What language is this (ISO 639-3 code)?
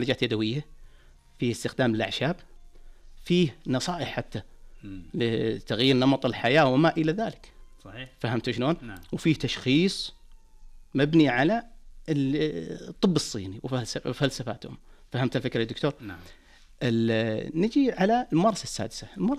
ars